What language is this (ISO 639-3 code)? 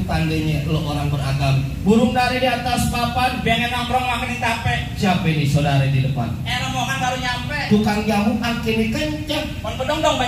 bew